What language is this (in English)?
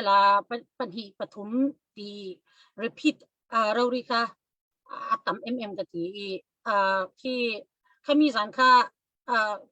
Falam Chin